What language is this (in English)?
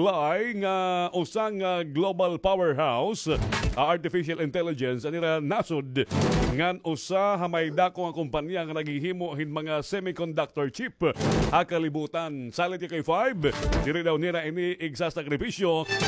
Waray